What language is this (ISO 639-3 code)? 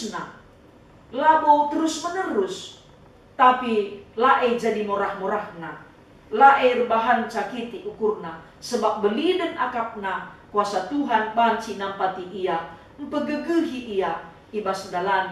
btx